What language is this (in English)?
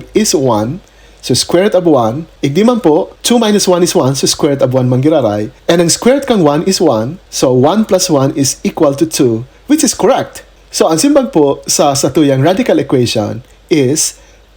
Bikol